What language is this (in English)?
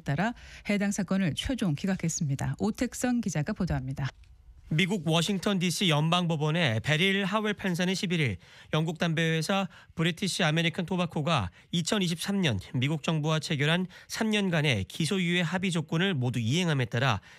Korean